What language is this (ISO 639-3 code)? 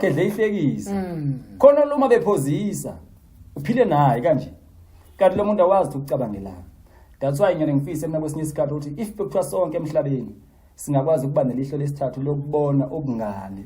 zul